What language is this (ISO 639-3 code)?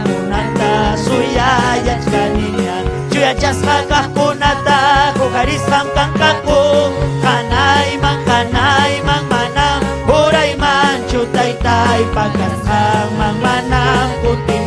quy